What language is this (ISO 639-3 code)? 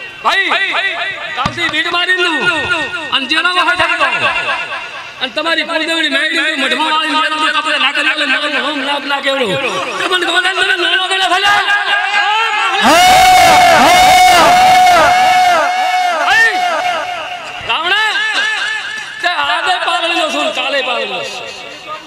guj